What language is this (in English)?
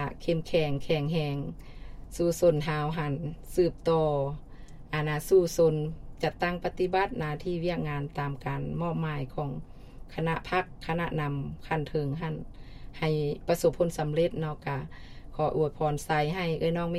Lao